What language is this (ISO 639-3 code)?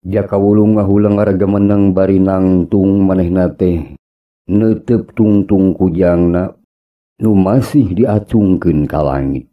sun